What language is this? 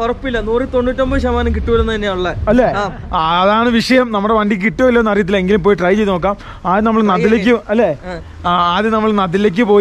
Malayalam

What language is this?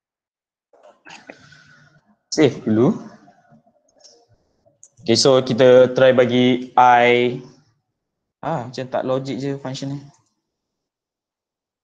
Malay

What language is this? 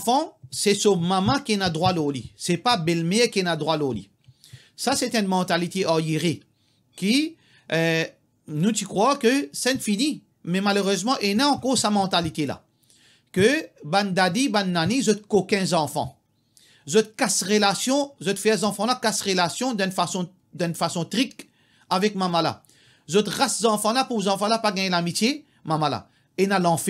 Morisyen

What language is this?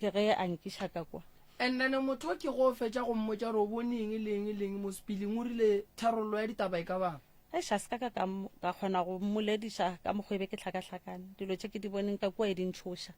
Northern Sotho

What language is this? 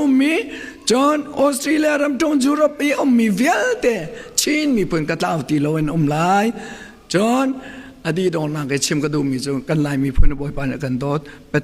Hakha Chin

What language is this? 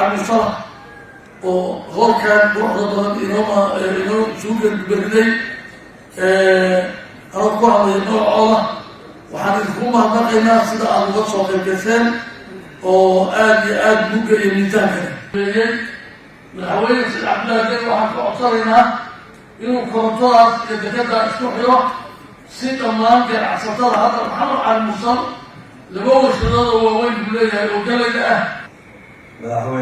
Somali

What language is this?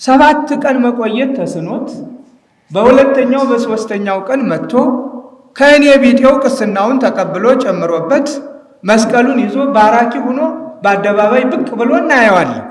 Amharic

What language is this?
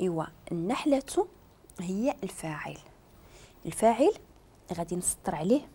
Moroccan Arabic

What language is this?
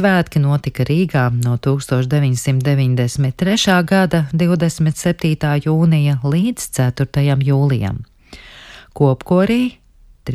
Latvian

